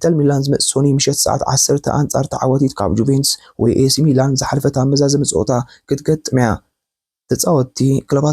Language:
Tigrinya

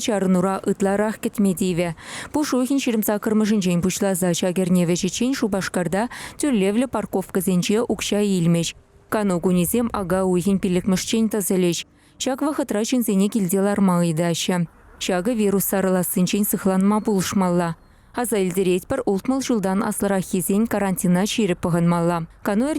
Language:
Chuvash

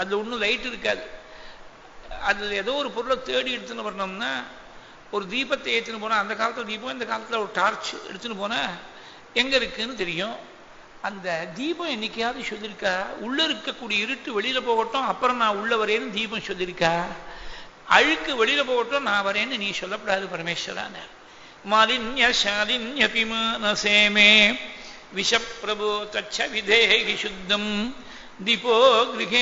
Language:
Tamil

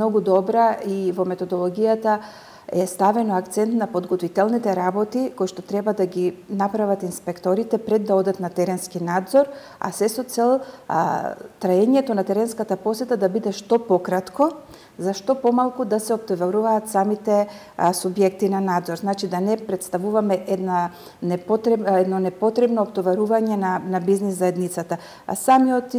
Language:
Macedonian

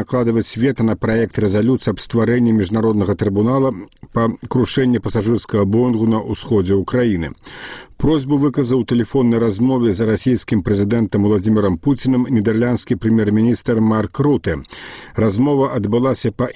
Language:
Belarusian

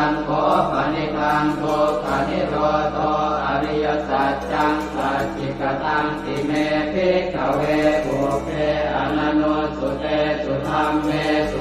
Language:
Pali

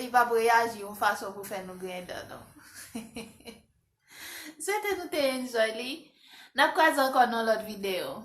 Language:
Haitian Creole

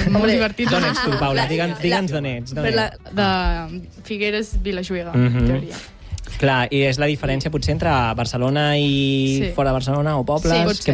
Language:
Catalan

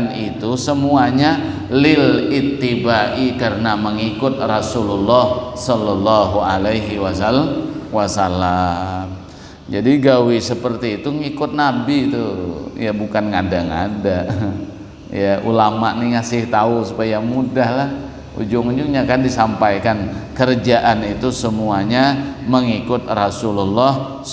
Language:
Banjar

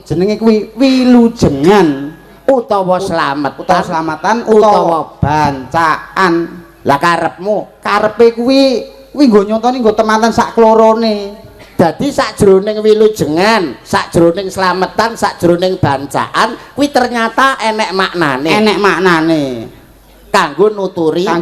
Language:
Javanese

